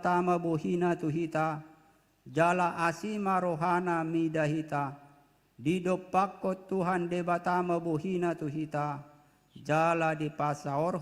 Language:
Batak Toba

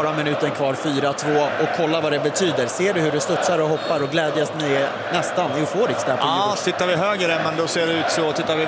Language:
Swedish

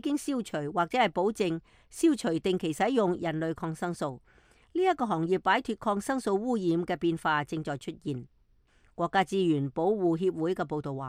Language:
Cantonese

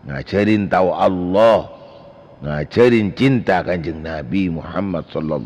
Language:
Madurese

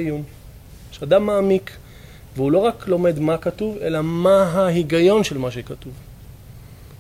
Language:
Hebrew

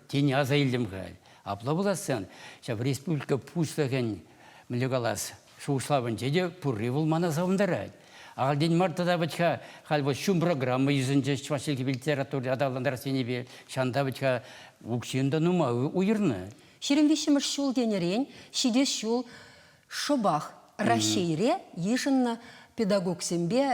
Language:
Chuvash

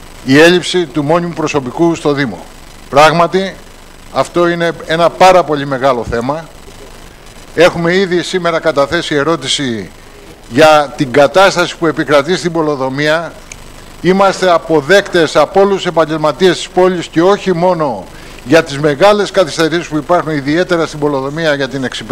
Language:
Greek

